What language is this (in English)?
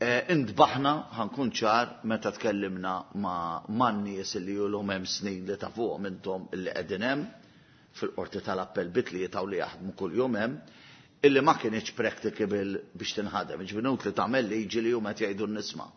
Maltese